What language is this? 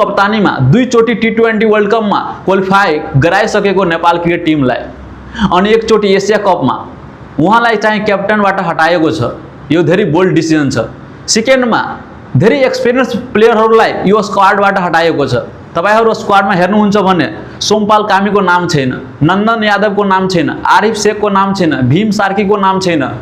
Nepali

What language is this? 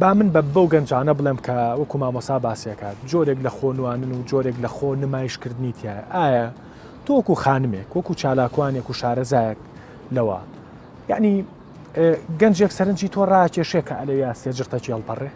Central Kurdish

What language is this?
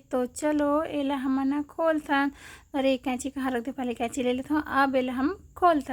Chhattisgarhi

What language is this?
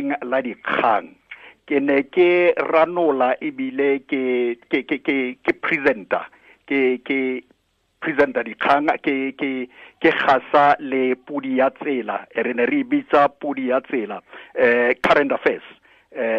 Tswana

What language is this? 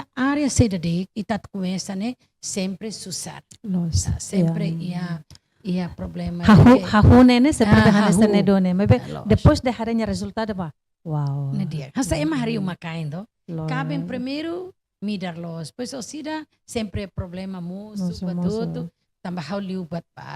Tetum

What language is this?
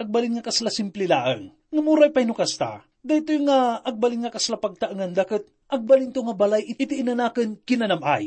Iloko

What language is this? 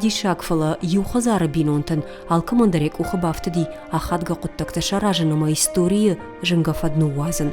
Ossetic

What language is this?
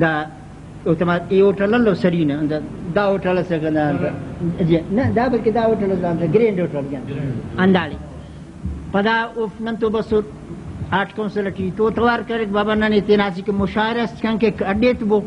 Brahui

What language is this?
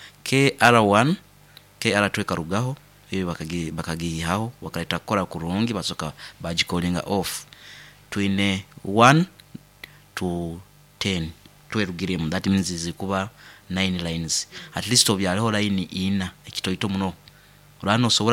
Nyoro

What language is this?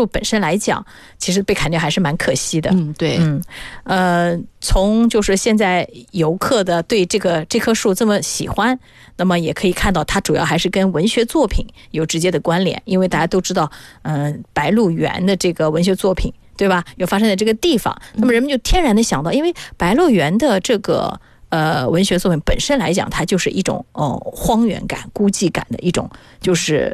Chinese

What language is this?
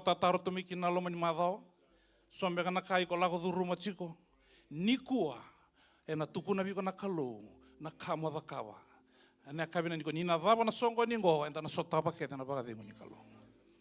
Fijian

